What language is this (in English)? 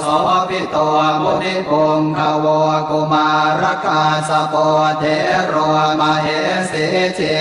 Pali